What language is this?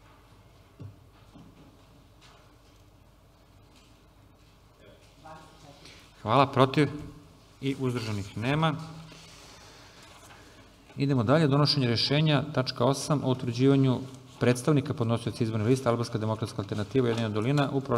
Serbian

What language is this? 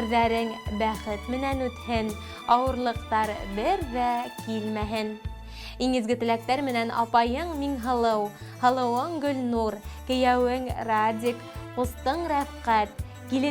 Bashkir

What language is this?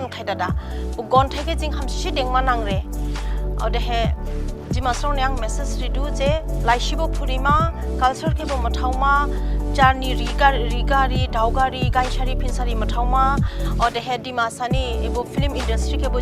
Dimasa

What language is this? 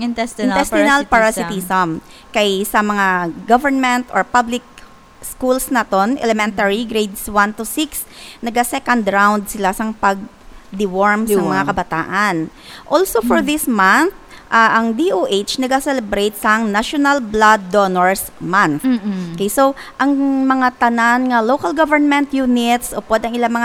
Hiligaynon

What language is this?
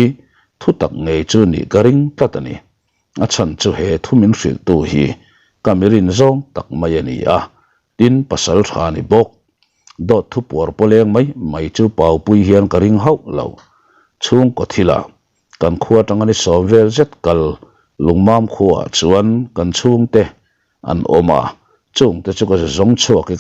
Mizo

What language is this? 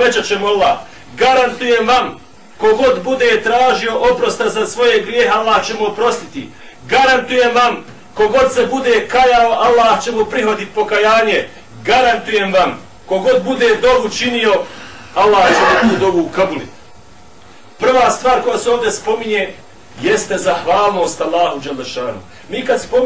Bosnian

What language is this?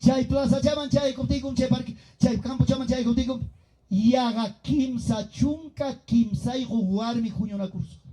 Ayacucho Quechua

